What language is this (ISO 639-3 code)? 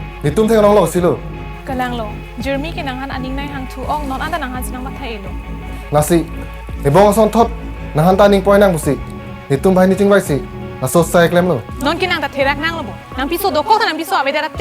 mjw